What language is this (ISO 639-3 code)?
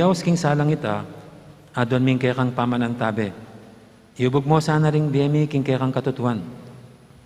pam